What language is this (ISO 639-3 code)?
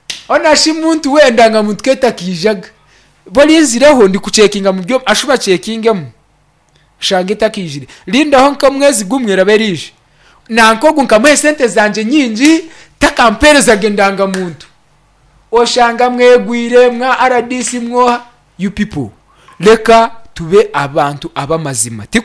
nyn